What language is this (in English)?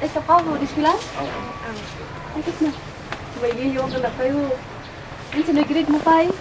Kankanaey